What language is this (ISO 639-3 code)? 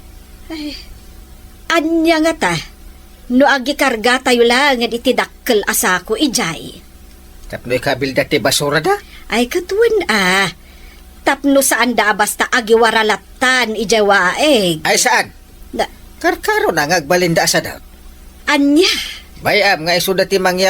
ilo